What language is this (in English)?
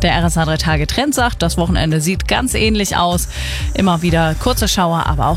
German